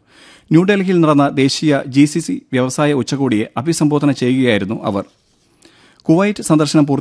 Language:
Malayalam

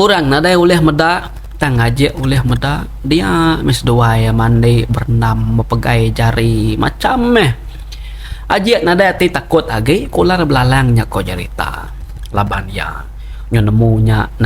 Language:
Iban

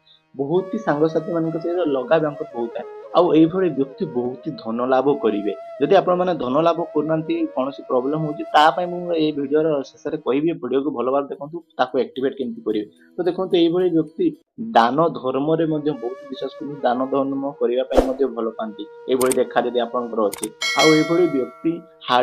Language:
Odia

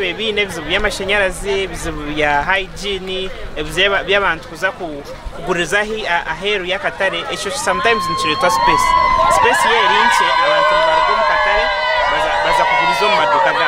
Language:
Nyankole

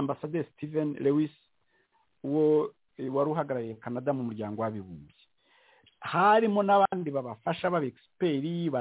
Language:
Kinyarwanda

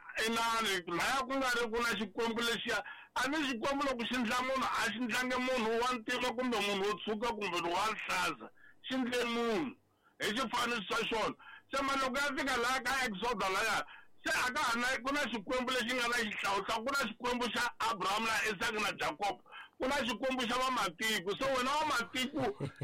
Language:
Tsonga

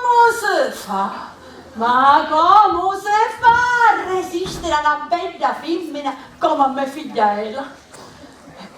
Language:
Sicilian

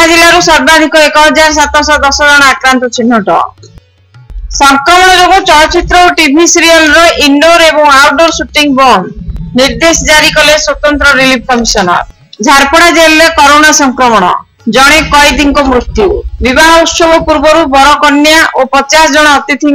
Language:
Odia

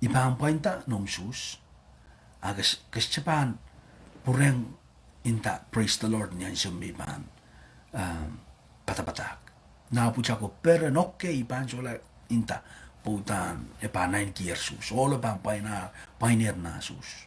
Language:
Pohnpeian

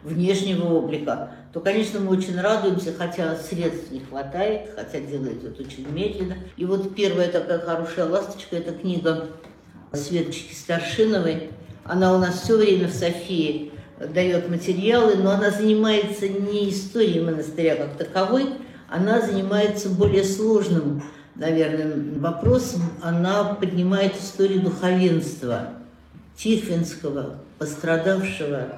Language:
Russian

